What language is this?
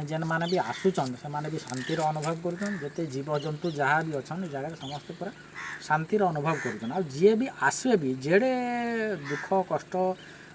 Odia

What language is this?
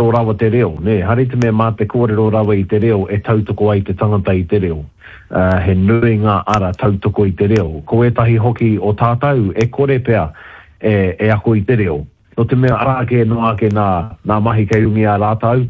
Māori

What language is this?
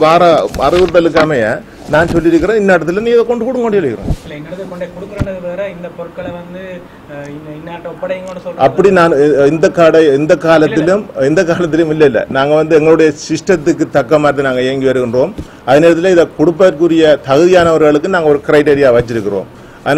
Tamil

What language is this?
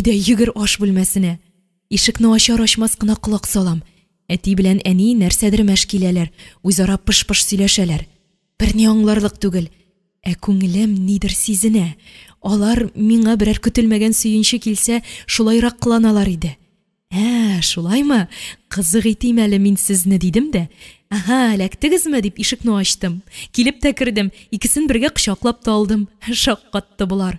Tatar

